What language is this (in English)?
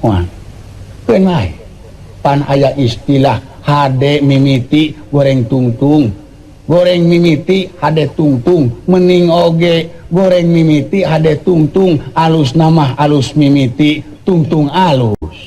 Sundanese